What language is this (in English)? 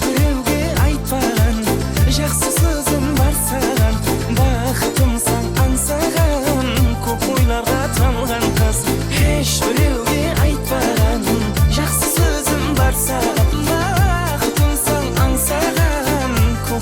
Kara-Kalpak